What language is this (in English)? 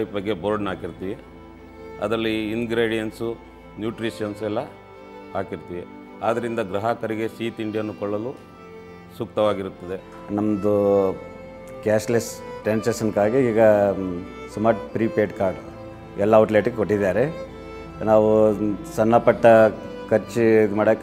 Kannada